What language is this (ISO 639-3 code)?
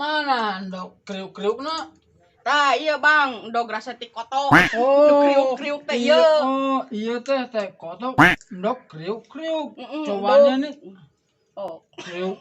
sun